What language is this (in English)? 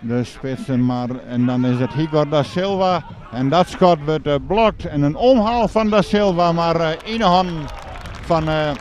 Western Frisian